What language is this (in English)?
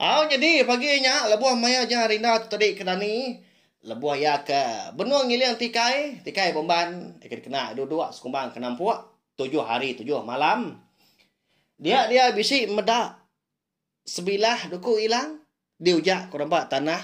Iban